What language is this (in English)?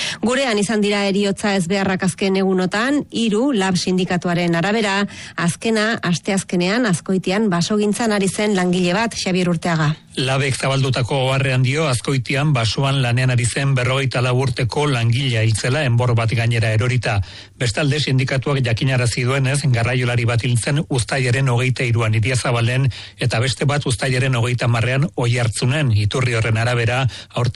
Basque